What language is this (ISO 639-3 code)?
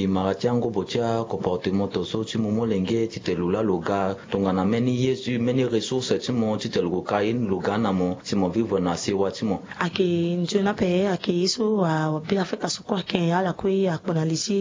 sag